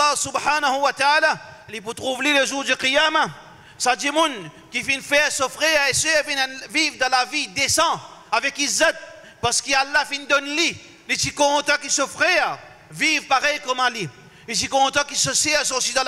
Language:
Morisyen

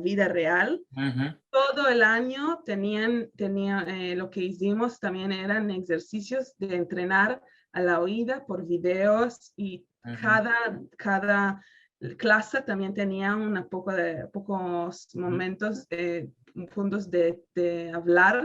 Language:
Ladino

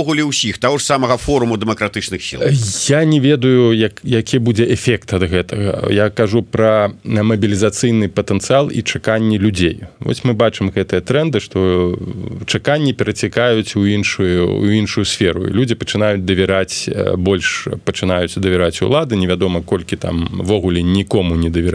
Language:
Belarusian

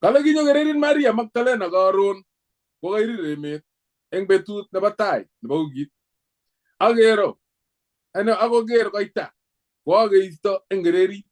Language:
Kalenjin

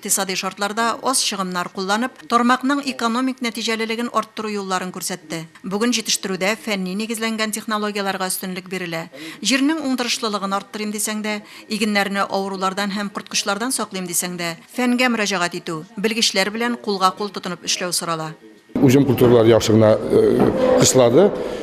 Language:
Tatar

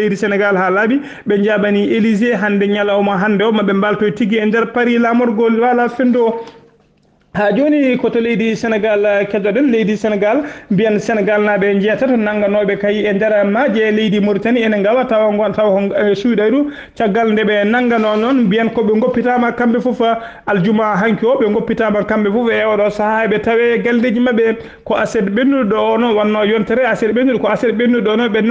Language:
Fula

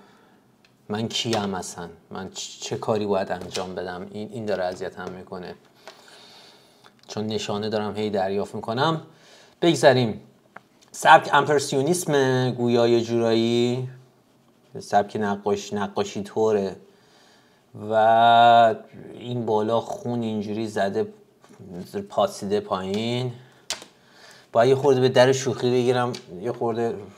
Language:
Persian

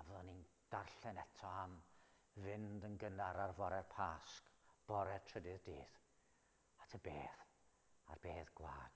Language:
Welsh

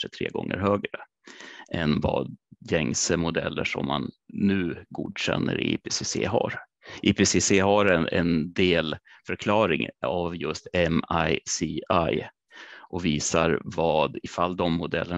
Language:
Swedish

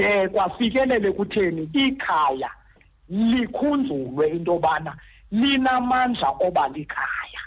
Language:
Xhosa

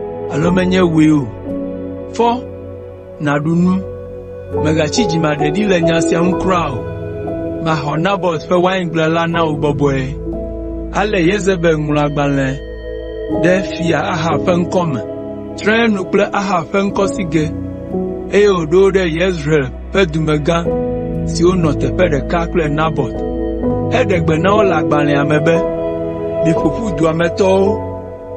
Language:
Ewe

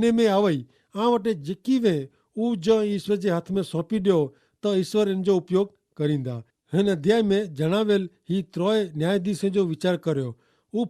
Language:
Kachhi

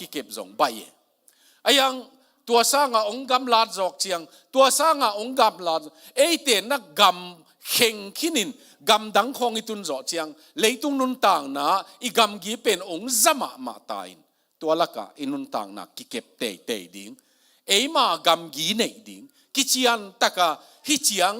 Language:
Tedim Chin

